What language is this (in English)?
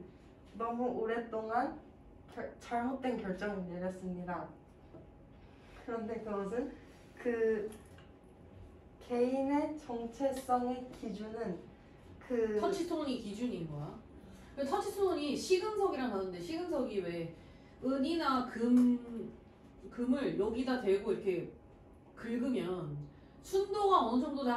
Korean